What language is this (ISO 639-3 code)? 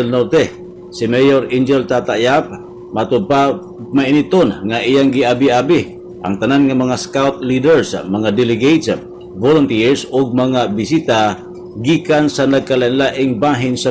ceb